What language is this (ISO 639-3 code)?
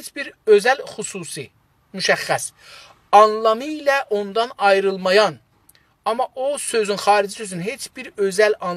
azb